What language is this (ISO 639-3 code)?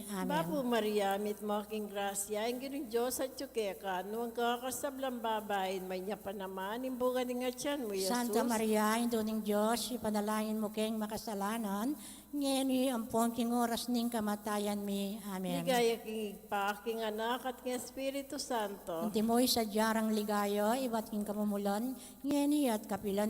pam